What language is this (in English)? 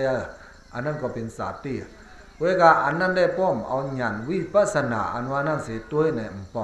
Shan